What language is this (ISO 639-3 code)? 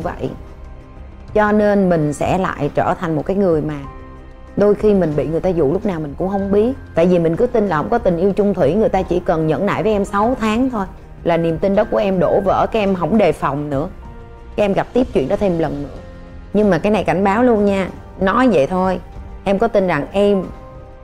vie